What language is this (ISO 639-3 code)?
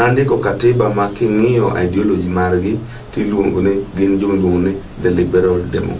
luo